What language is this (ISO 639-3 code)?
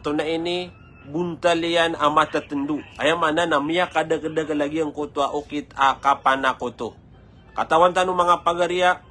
mrw